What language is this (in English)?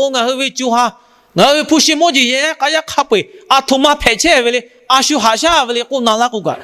Lahu